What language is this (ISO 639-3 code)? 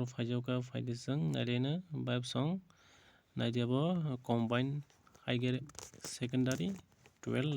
trp